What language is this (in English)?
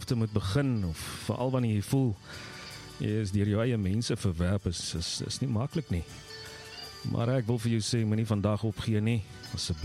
Afrikaans